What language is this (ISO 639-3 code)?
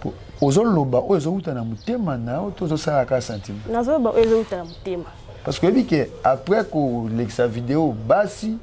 lin